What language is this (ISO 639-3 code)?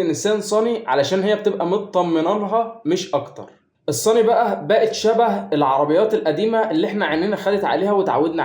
arz